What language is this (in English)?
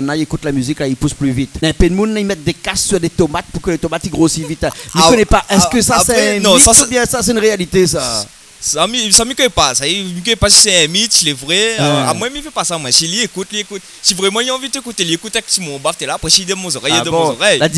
Réunion Creole French